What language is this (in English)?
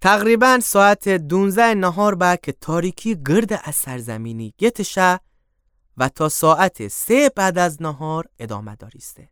Gilaki